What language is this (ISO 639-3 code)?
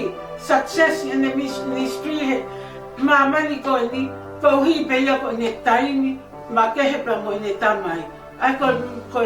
ton